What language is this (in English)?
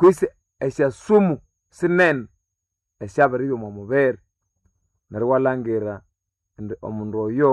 Nande